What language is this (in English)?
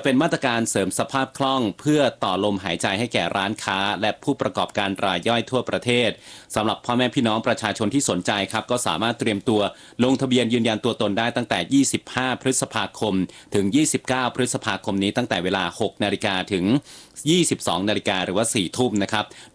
Thai